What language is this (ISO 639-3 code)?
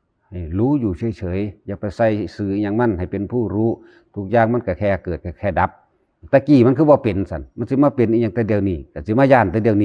tts